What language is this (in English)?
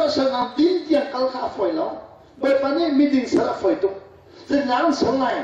Hakha Chin